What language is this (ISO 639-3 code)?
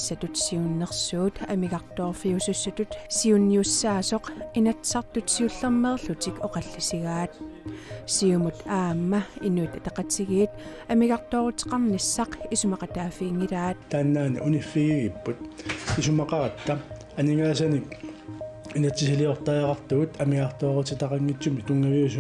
kal